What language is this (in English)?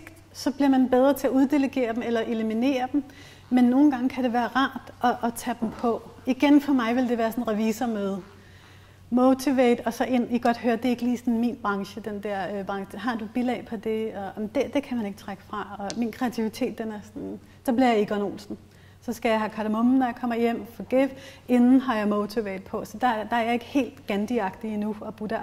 Danish